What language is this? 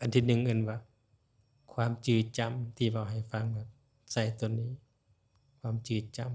Lao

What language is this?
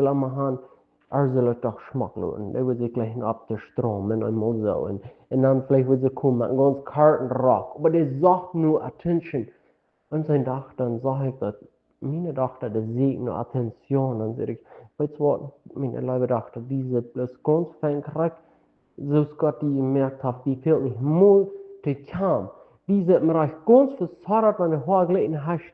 Plautdietsch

